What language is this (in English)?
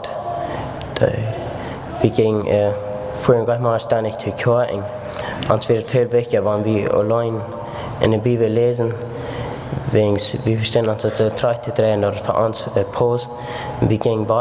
Plautdietsch